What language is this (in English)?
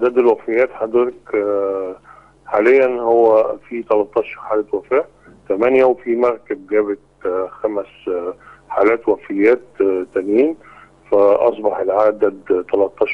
Egyptian Arabic